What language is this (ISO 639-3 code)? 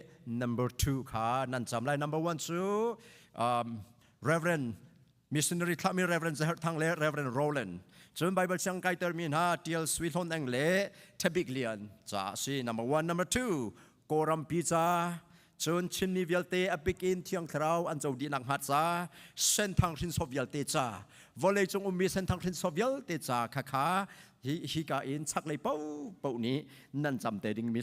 cnh